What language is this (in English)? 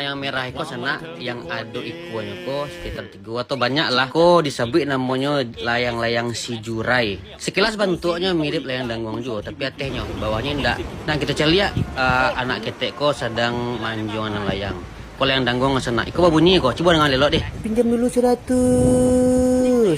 Minangkabau